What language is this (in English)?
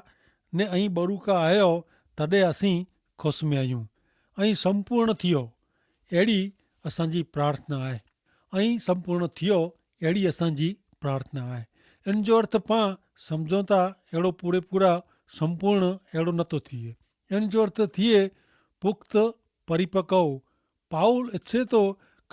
Kachhi